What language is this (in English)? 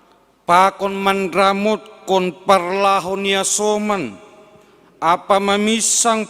Batak Simalungun